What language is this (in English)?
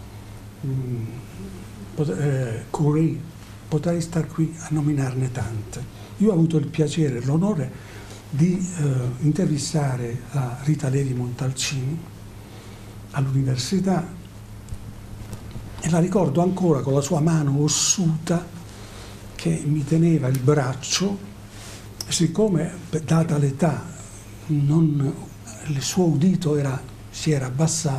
Italian